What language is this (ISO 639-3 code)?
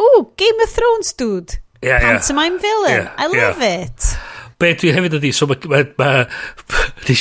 cym